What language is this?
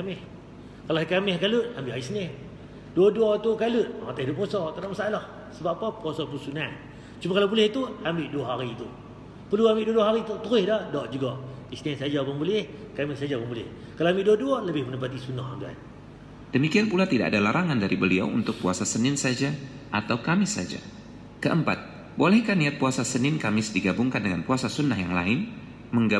Malay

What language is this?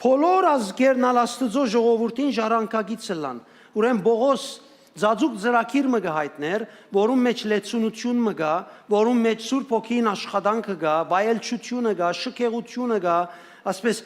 Western Armenian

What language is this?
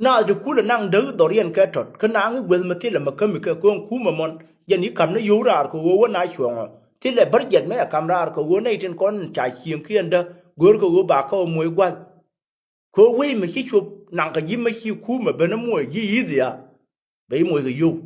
Nuer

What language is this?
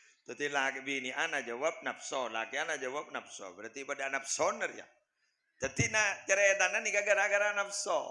Madurese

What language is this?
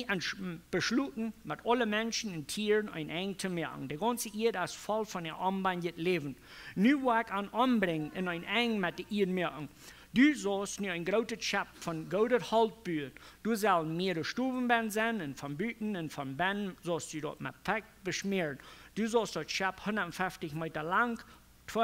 Plautdietsch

